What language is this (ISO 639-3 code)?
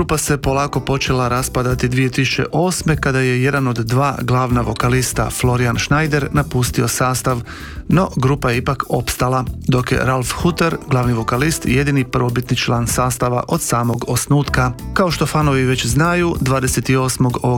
hrv